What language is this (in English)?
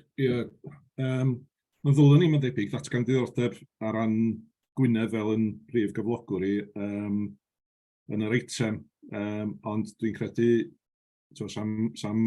Welsh